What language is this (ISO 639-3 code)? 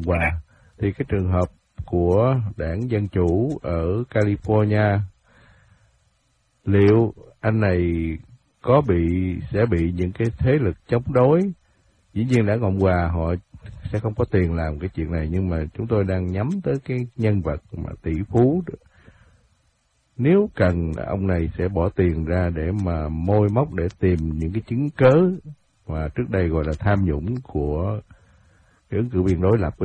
vie